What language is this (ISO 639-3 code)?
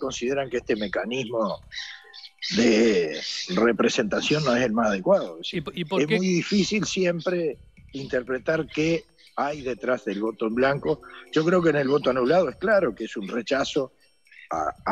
spa